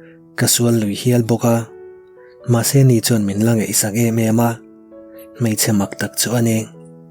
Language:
Mizo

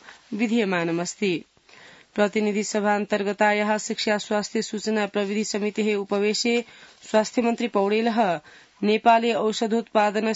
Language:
Sanskrit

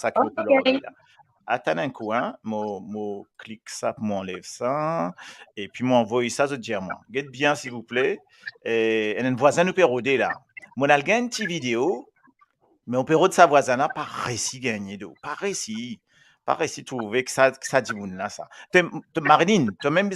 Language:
Morisyen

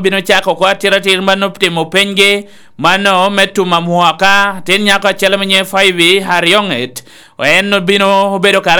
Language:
Lango (Uganda)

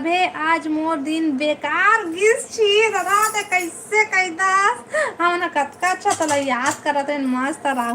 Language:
Chhattisgarhi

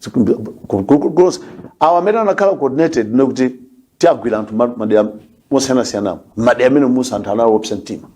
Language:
Nyanja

